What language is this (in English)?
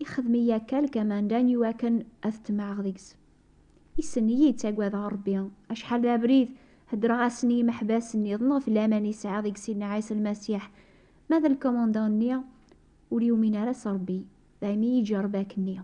Kabyle